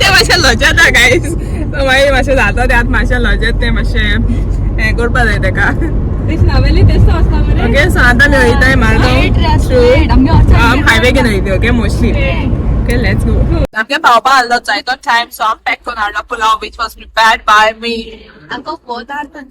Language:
Konkani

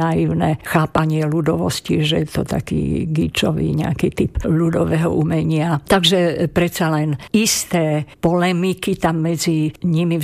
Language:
Slovak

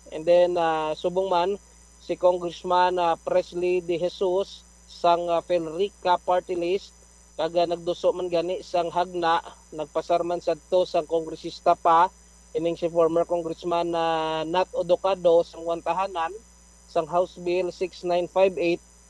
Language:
Hiligaynon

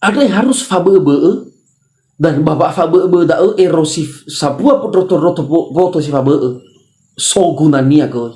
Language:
Nias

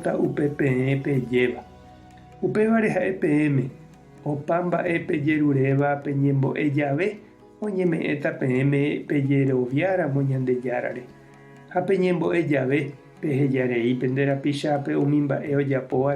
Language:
Guarani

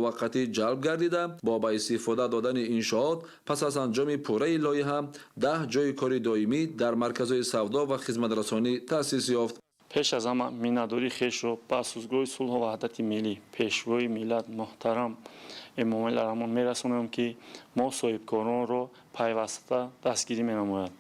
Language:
Tajik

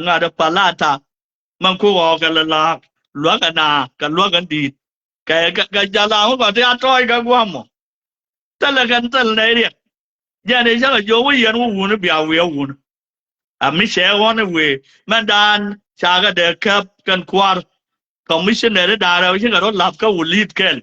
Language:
Nuer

